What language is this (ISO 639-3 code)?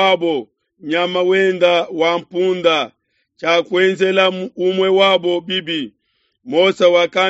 lua